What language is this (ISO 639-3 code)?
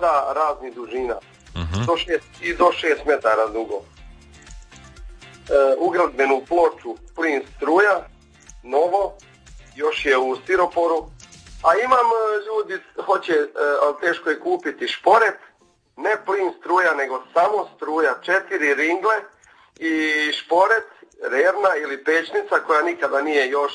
hrv